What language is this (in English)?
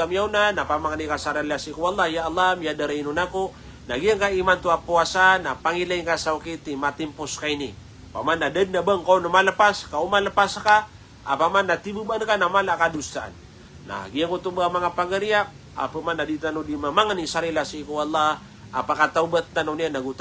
Maranao